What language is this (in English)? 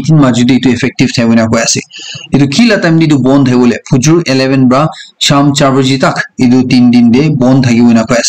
Naga Pidgin